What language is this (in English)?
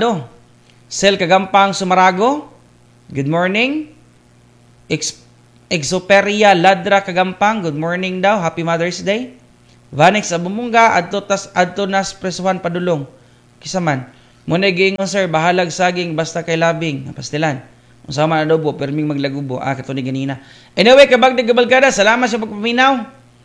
Cebuano